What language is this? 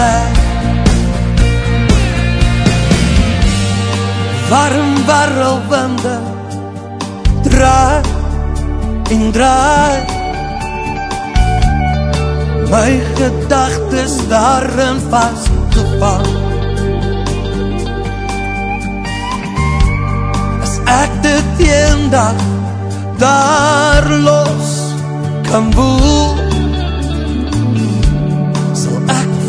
Afrikaans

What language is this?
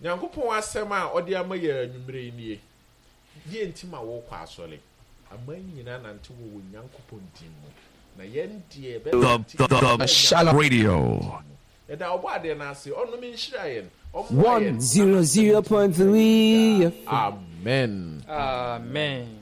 Akan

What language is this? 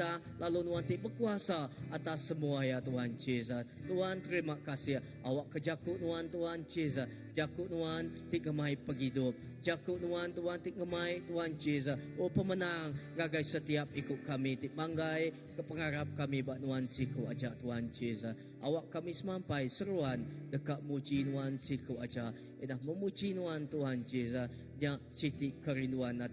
Iban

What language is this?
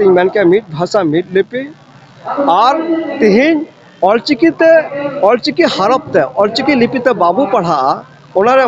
Santali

